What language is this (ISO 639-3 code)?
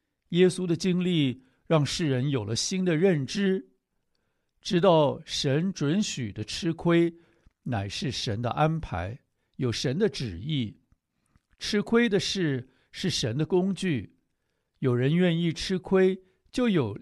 zho